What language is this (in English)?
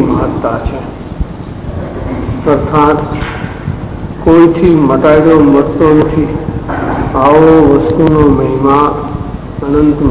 Gujarati